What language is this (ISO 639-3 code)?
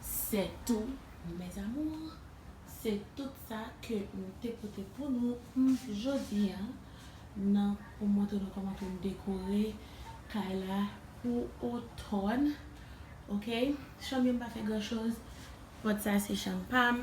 hat